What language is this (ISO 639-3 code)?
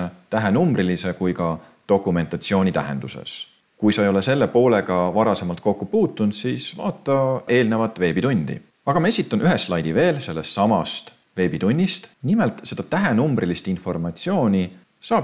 est